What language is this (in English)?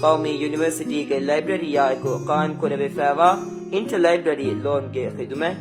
Divehi